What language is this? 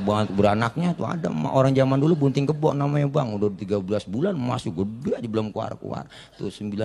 Betawi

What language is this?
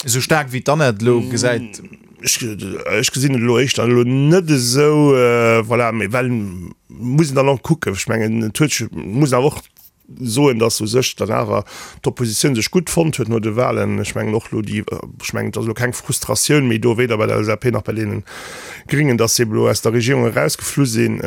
Luxembourgish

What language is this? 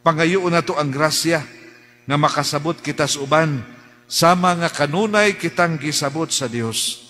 Cebuano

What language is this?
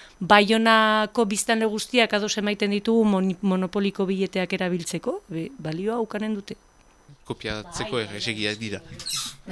Basque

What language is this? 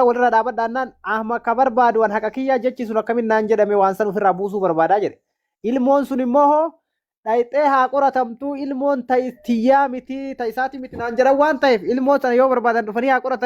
Oromo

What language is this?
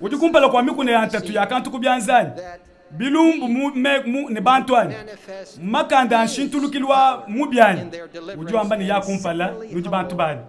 Luba-Lulua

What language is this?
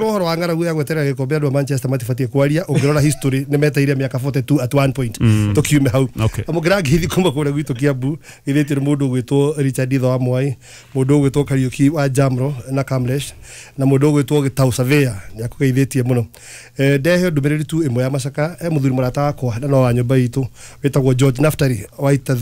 Kikuyu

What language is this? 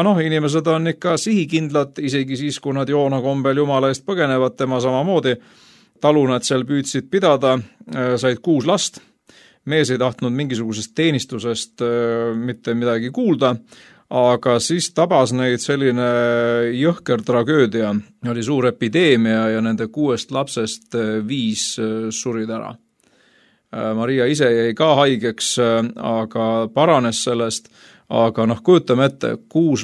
Estonian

